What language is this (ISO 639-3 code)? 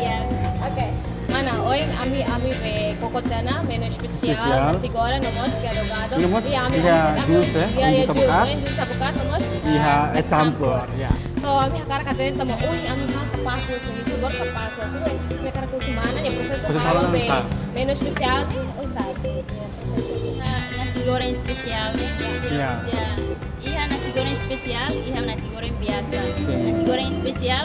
tet